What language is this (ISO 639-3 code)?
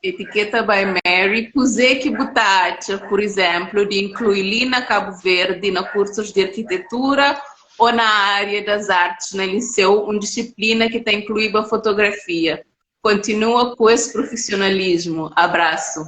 kea